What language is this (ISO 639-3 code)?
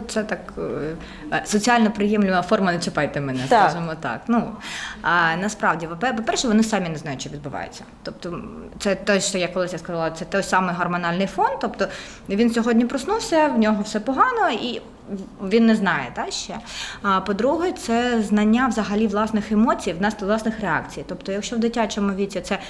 ukr